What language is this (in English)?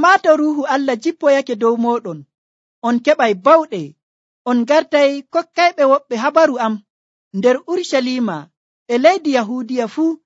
Nigerian Fulfulde